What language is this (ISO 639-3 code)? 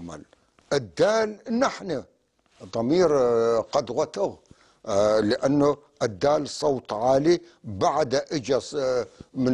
apc